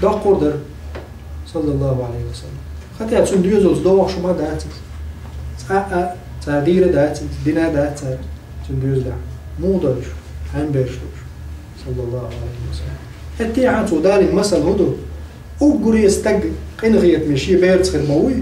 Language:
Chechen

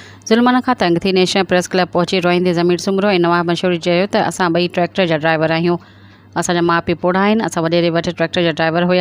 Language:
Sindhi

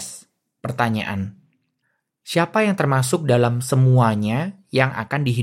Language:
Indonesian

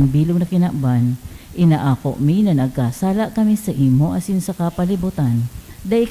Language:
Bikol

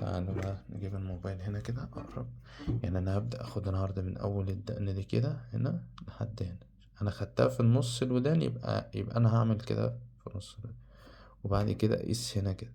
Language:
Egyptian Arabic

